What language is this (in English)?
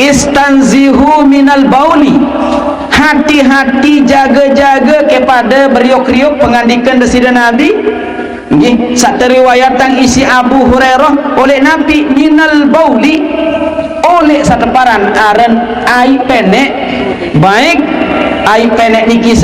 Sasak